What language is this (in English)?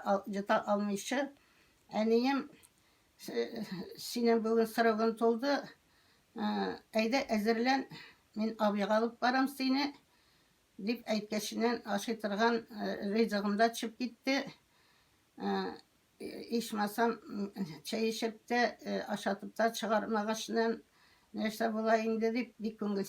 Tatar